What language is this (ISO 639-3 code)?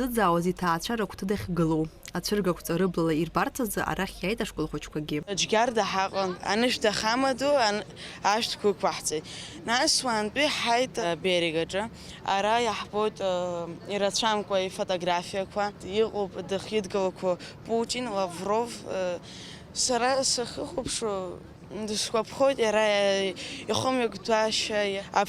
abk